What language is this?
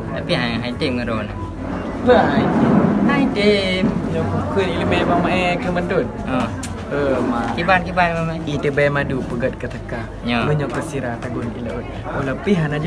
Achinese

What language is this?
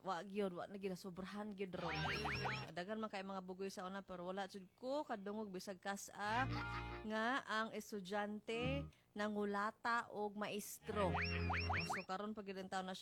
Cebuano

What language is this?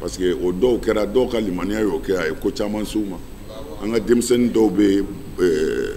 Bambara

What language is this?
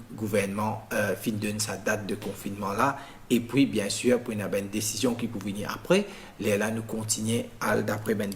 Morisyen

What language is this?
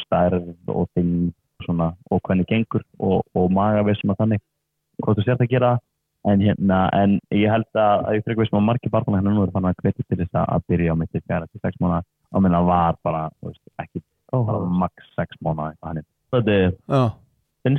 Icelandic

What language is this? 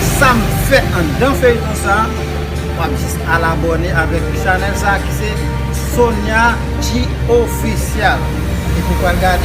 Haitian Creole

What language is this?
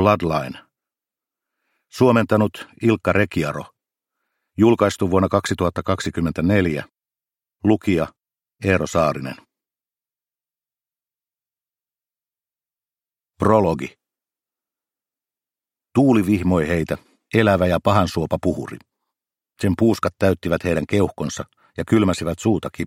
Finnish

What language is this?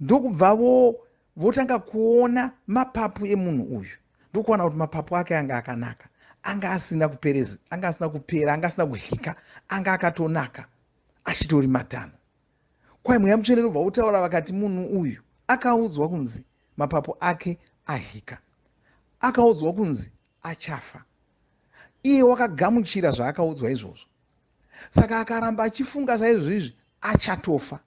Shona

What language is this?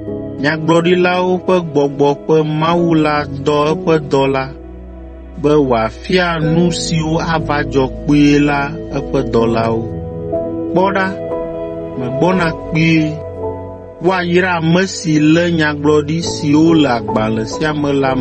Ewe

